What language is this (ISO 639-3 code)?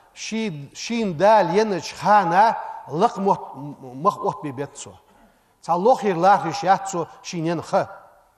inh